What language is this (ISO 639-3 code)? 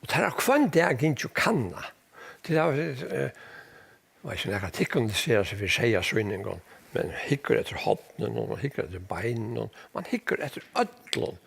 fao